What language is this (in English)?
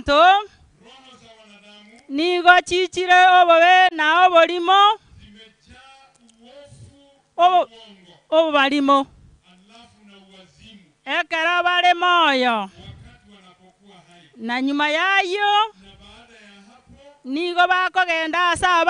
Gusii